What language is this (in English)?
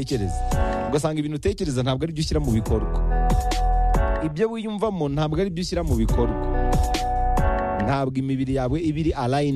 Kinyarwanda